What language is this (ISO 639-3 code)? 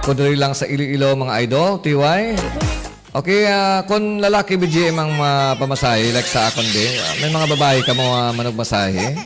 hil